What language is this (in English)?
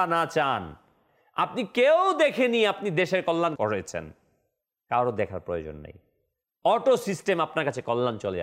Bangla